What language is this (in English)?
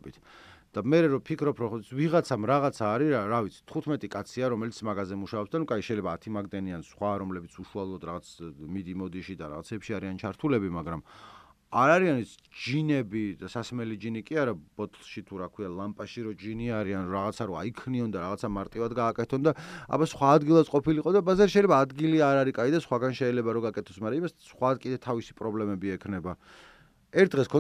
Georgian